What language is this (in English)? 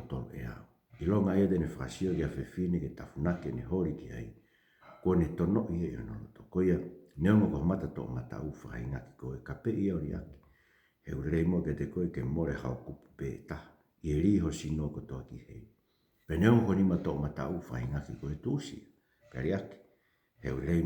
Tongan